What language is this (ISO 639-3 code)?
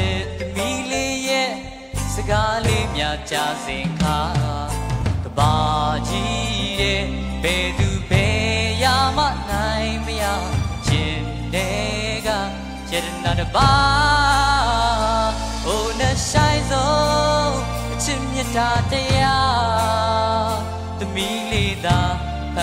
mya